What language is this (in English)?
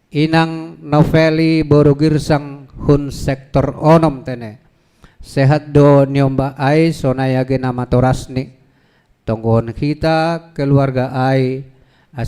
Batak Simalungun